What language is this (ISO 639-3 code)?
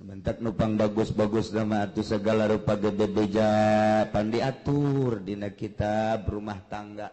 sun